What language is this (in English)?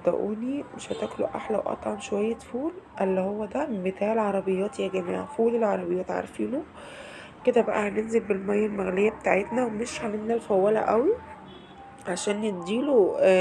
Egyptian Arabic